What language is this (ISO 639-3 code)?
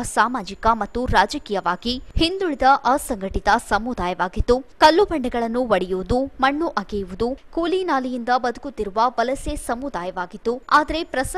kan